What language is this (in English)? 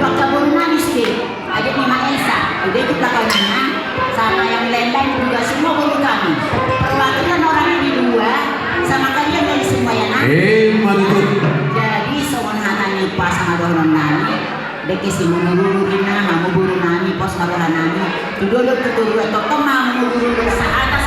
Batak Toba